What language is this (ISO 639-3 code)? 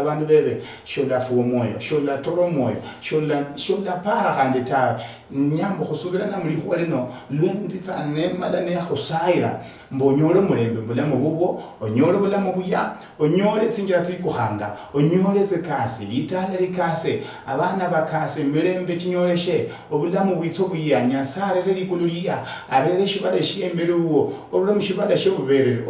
luy